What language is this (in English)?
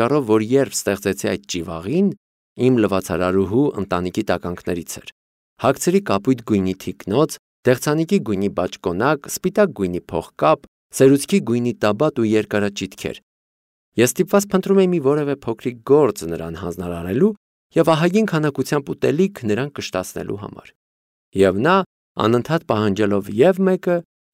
Armenian